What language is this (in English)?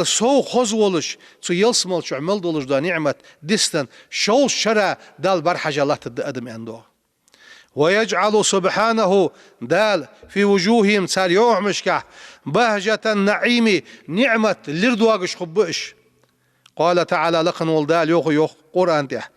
Ingush